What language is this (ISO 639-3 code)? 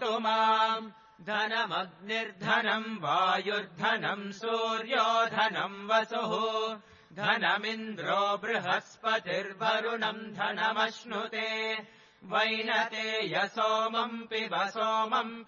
san